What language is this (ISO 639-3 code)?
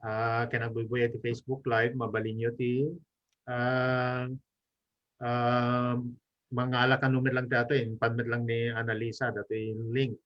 ilo